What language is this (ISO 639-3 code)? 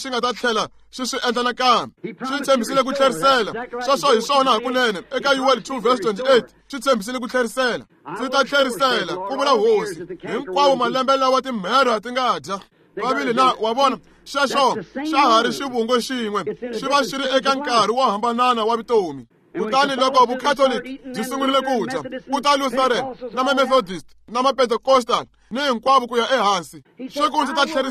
tso